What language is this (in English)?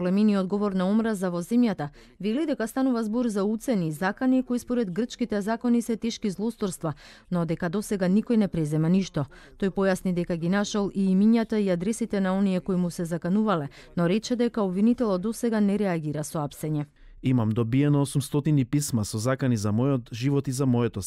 Macedonian